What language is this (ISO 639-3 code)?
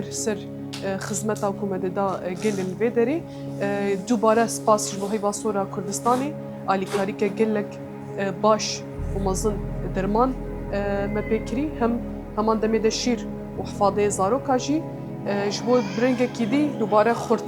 kur